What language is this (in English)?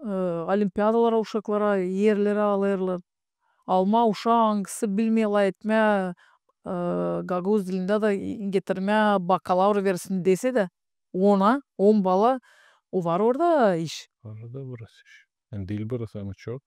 Gagauz